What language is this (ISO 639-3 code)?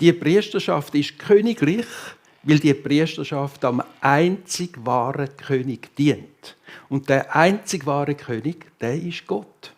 gsw